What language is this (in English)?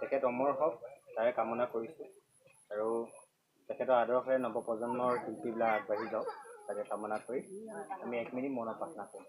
Assamese